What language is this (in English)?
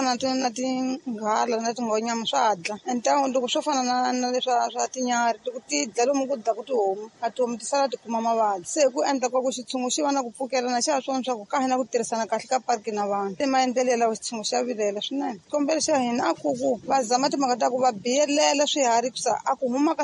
Tsonga